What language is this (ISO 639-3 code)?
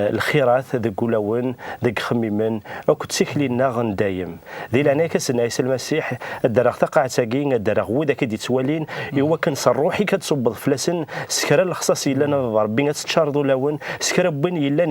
kab